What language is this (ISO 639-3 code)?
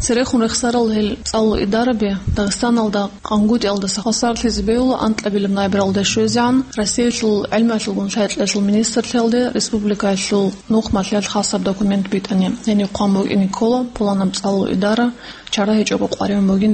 ava